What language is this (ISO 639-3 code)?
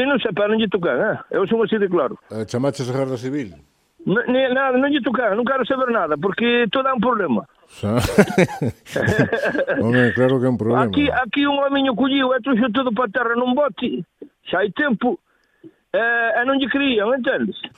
glg